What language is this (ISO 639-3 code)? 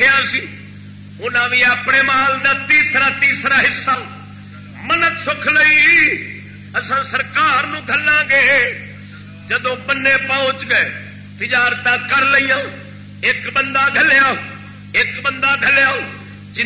skr